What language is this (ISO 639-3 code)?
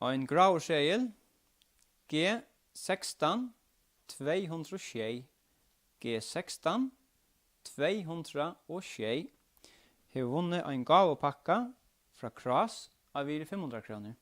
fao